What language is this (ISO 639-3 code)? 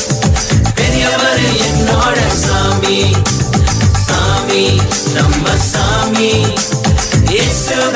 tam